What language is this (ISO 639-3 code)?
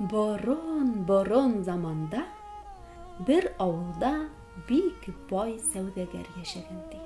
bak